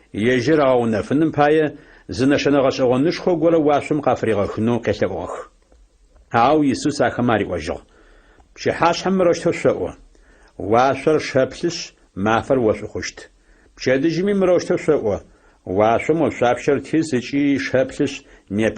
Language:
Adyghe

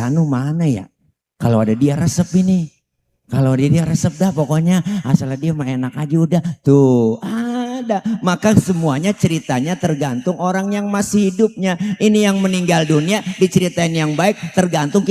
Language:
Betawi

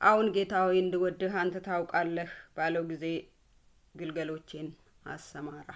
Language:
Amharic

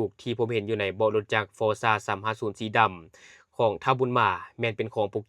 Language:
Lao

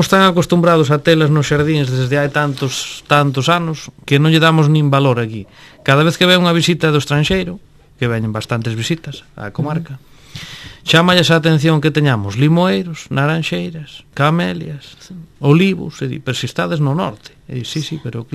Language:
Galician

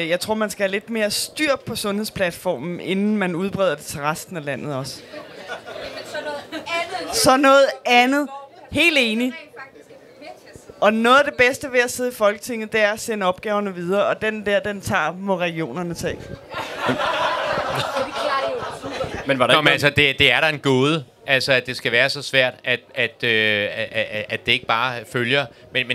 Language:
Danish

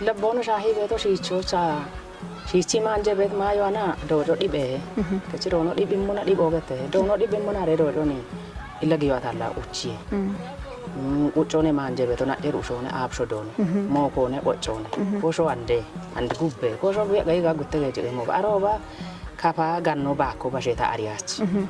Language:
Kafa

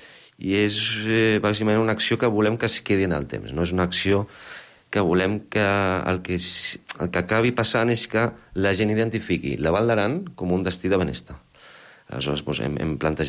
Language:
Catalan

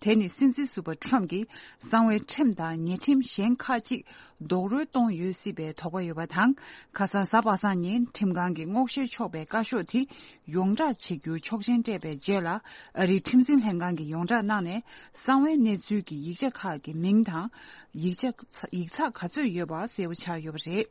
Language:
Tibetan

